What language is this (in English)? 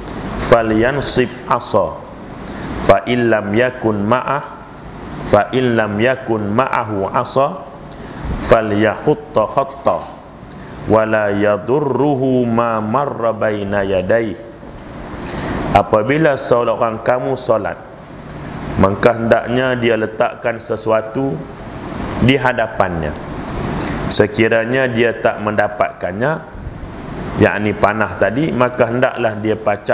Malay